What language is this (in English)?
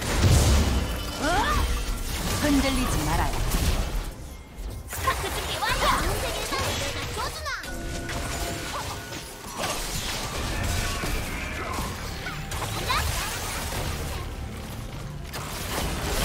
Korean